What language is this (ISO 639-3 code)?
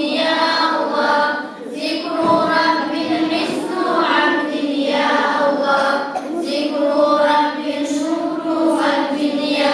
kum